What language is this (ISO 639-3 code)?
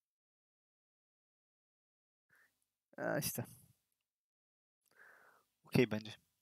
tur